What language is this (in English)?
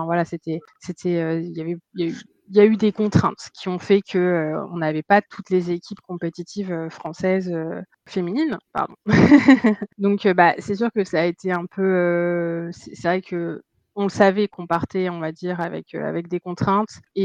French